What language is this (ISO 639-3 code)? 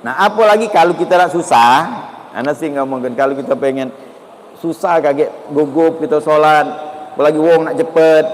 mui